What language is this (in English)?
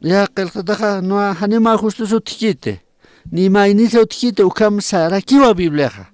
Aymara